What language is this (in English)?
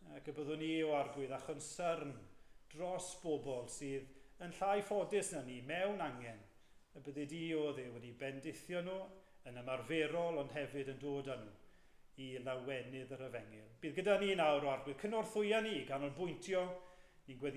Welsh